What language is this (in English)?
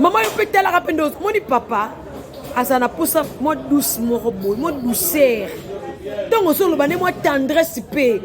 Lingala